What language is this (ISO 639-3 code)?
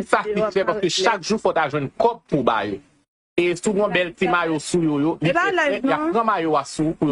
hat